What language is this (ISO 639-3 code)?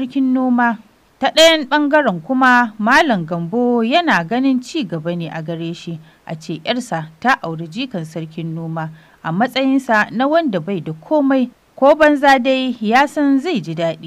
hau